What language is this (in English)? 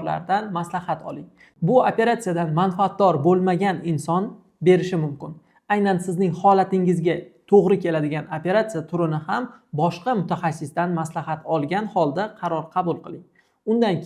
Uzbek